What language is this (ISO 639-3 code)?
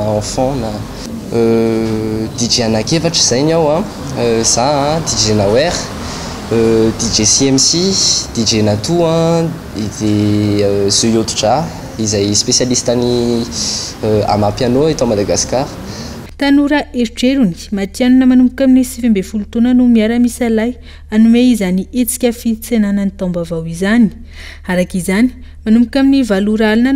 mlg